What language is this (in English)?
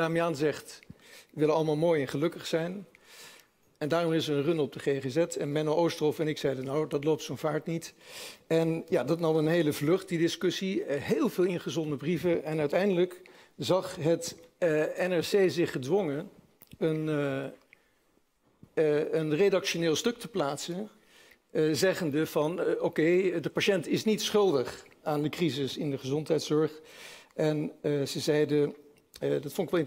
Dutch